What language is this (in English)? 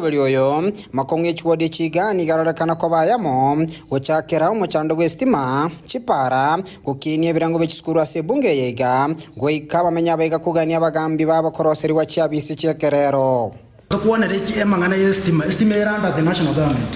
Gusii